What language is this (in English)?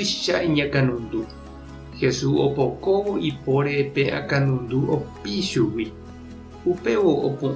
Guarani